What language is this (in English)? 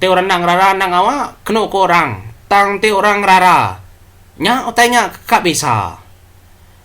Iban